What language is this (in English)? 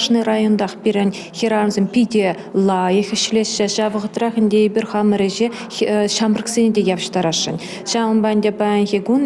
Chuvash